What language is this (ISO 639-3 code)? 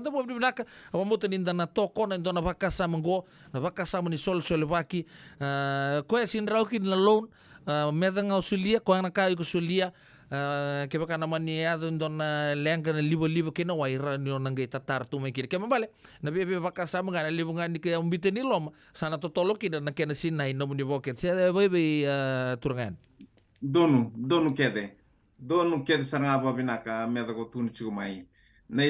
fij